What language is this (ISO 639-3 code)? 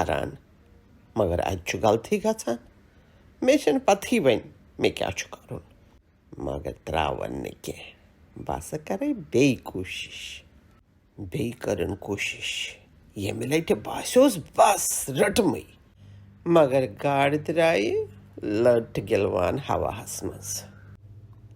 kas